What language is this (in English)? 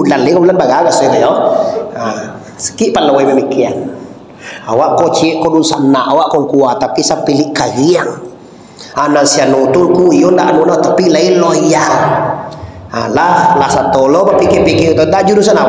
Minangkabau